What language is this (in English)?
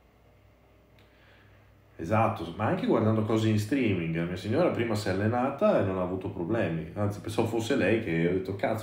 Italian